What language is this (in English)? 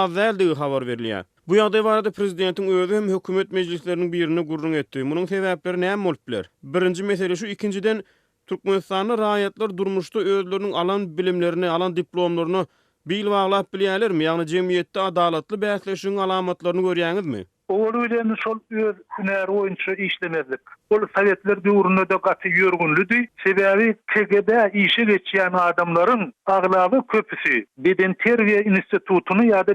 Turkmen